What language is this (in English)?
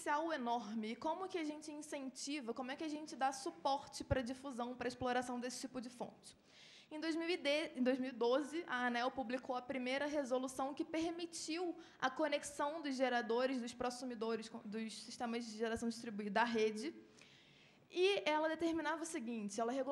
Portuguese